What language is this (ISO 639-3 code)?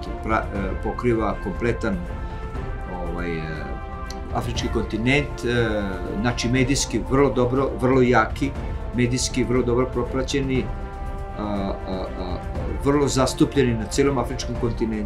srp